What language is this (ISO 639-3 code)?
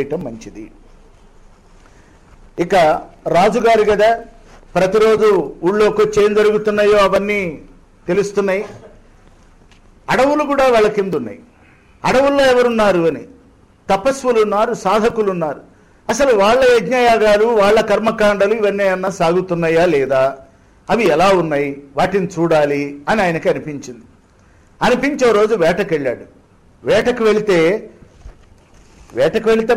tel